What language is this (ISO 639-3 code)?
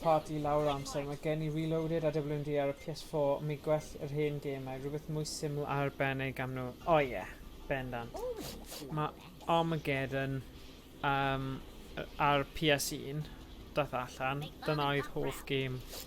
cym